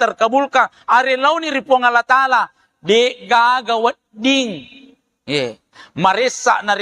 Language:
Buginese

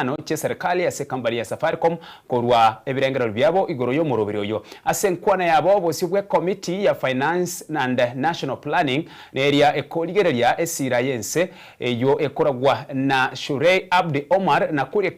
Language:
Gusii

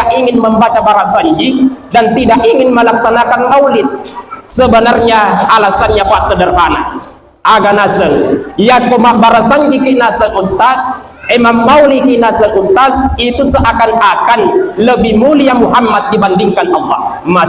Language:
Buginese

